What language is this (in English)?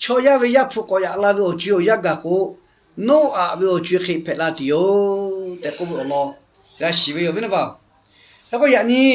Lahu